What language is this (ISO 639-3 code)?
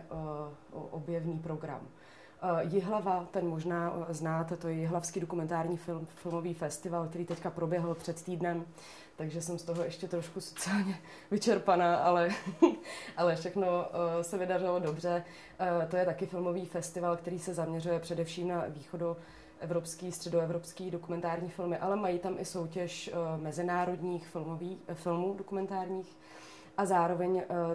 ces